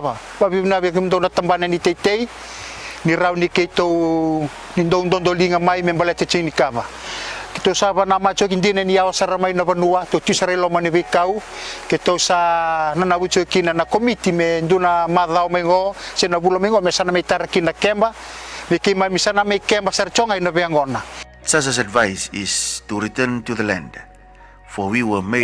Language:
Fijian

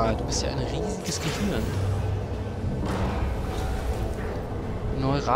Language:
German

